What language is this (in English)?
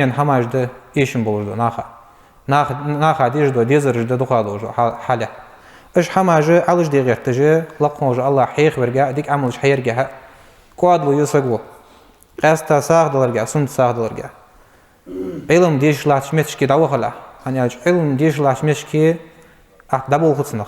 Ingush